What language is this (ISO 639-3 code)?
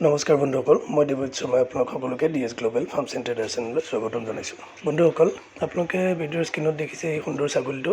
asm